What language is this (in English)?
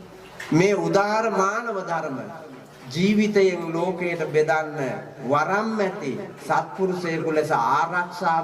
Sinhala